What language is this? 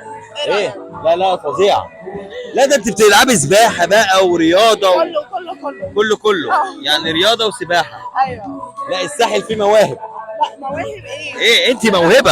Egyptian Arabic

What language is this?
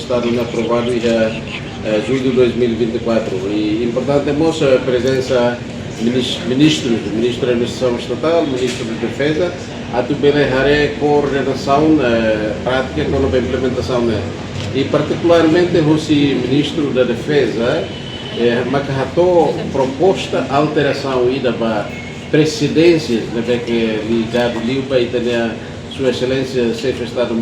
Tetum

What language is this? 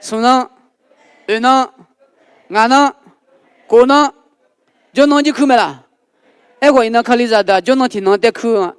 Akha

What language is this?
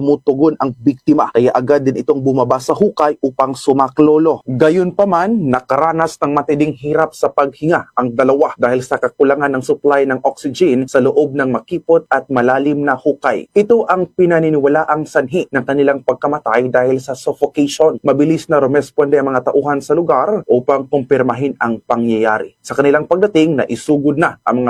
Filipino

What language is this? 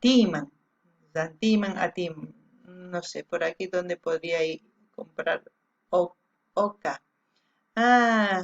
South Bolivian Quechua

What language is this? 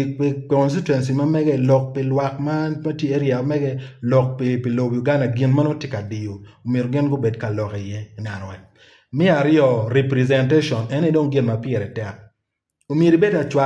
Acoli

